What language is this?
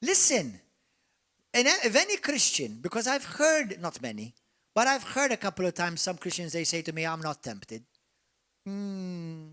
English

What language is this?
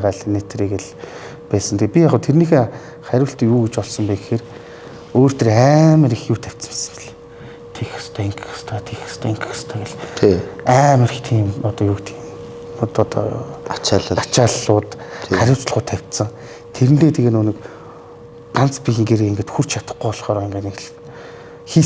Mongolian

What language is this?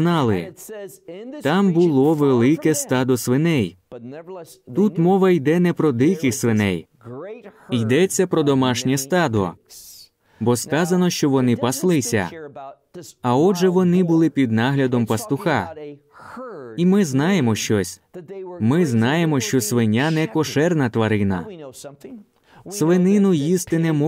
Ukrainian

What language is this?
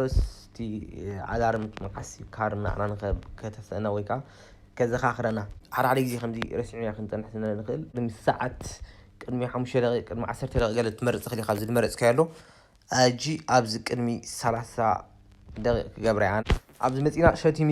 Tigrinya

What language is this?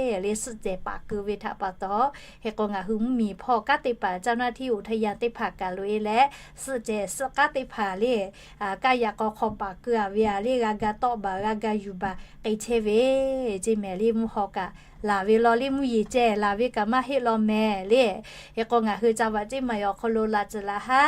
Lahu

